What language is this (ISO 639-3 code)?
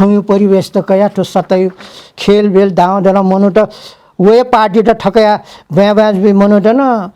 new